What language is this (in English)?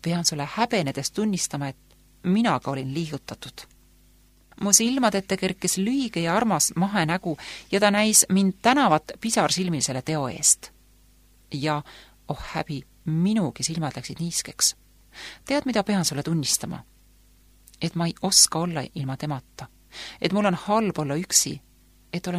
Estonian